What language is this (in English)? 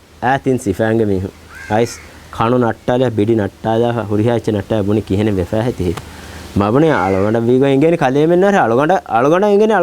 Divehi